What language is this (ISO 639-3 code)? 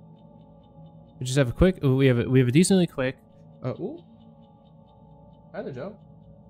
eng